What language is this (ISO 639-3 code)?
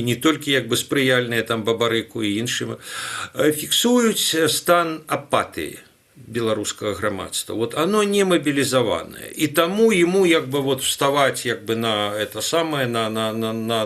bel